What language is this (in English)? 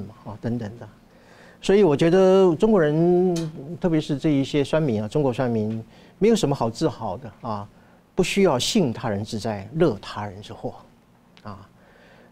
Chinese